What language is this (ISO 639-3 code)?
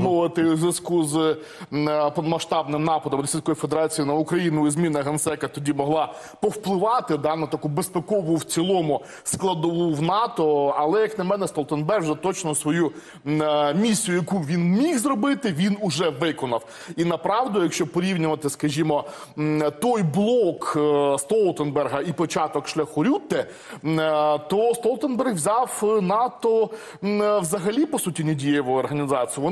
ukr